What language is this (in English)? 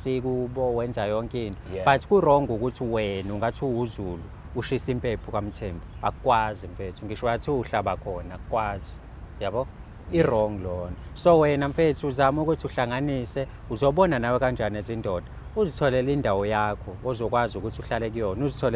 Zulu